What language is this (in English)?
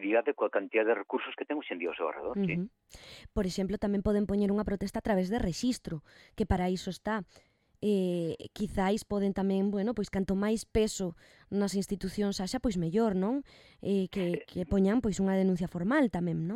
Galician